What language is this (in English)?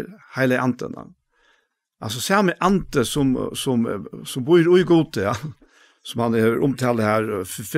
Faroese